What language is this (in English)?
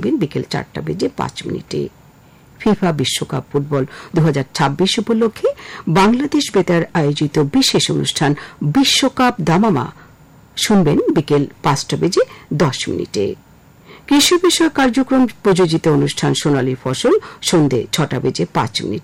Bangla